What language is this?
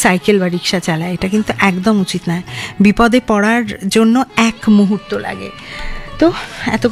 Bangla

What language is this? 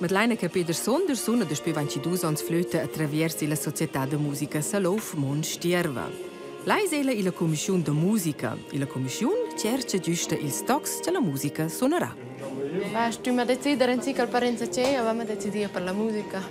Romansh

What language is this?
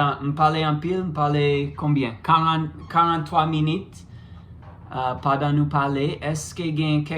Haitian Creole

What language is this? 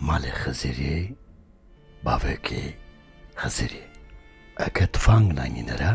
Zaza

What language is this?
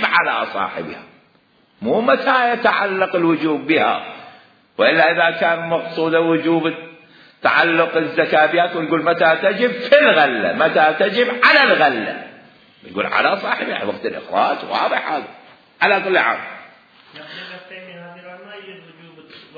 Mesopotamian Arabic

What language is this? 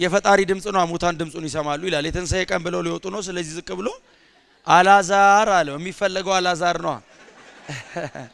Amharic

